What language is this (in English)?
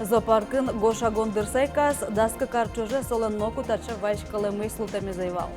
Udmurt